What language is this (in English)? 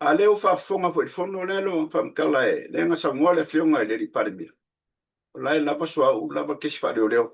Samoan